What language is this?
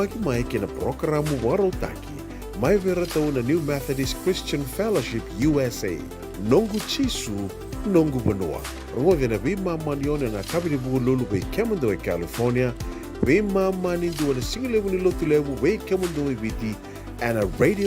Fijian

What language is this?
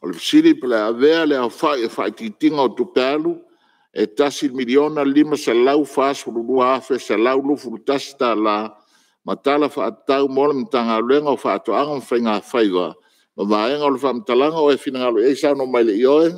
Samoan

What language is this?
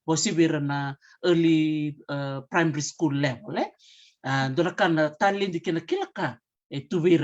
Fijian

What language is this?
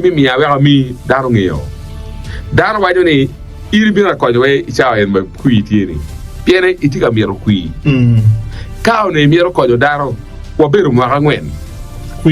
Acoli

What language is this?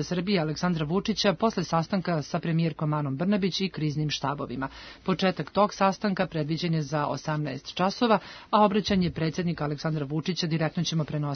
Serbian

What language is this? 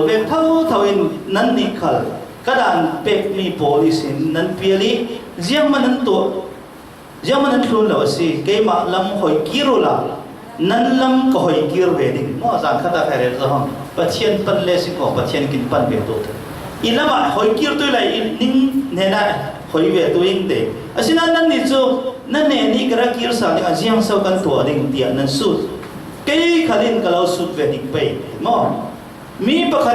Falam Chin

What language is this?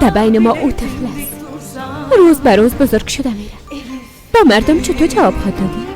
Persian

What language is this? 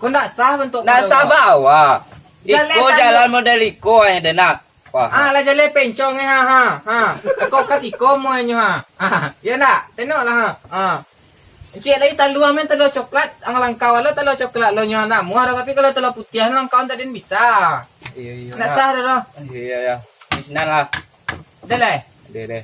Minangkabau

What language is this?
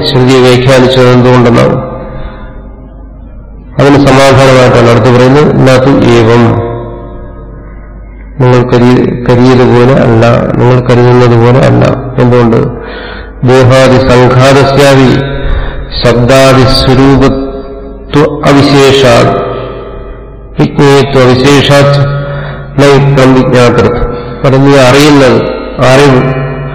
Malayalam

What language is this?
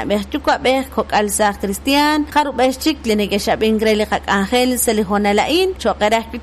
Kekchí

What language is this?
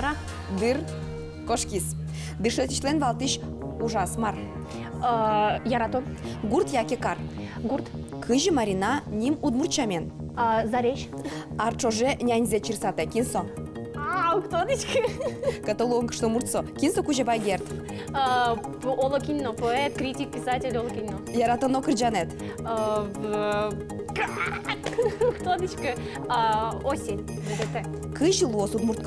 Udmurt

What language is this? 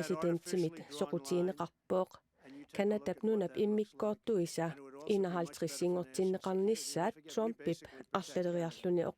Kalaallisut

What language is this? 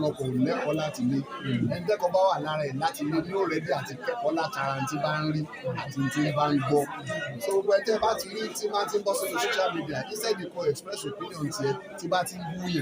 Yoruba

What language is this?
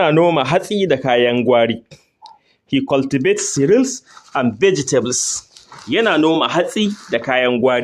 Hausa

